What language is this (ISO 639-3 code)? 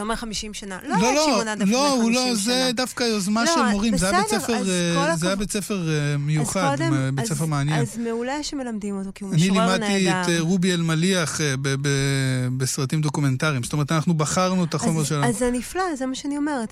heb